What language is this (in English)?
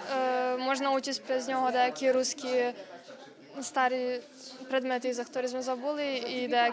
Rusyn